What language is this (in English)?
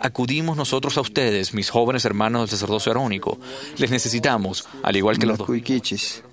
Quechua